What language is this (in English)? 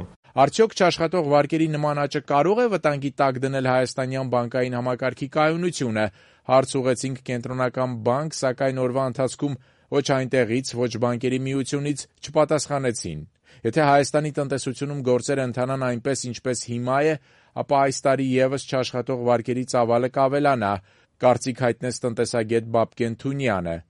Armenian